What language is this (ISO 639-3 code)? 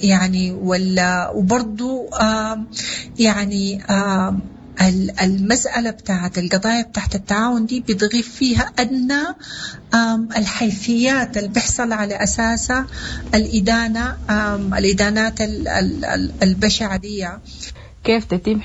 apd